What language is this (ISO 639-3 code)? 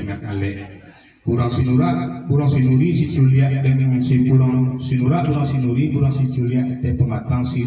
min